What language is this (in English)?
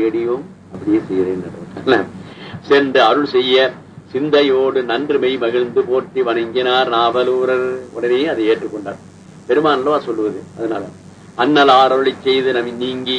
Tamil